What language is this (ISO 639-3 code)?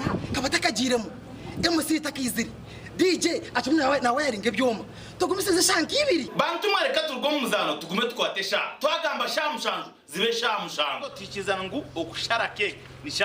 nyn